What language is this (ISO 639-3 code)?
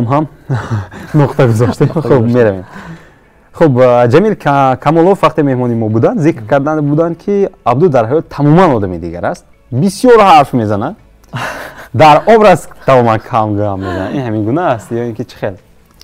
tgk